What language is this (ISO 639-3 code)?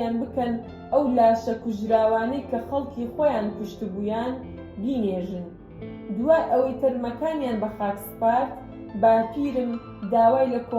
ckb